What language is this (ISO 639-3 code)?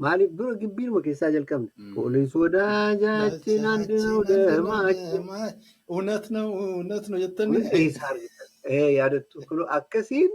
orm